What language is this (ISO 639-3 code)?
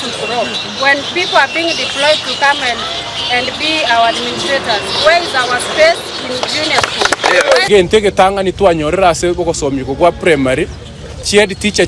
guz